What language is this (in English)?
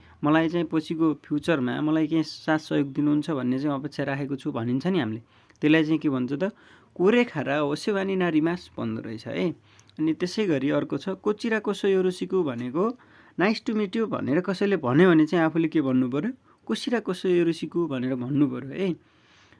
Nepali